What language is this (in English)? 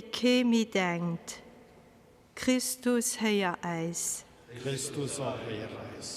Luxembourgish